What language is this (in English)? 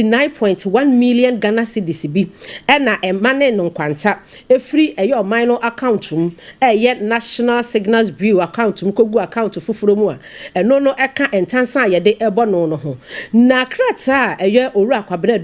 Akan